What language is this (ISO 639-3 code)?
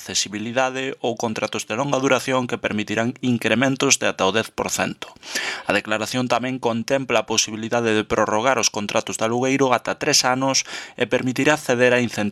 glg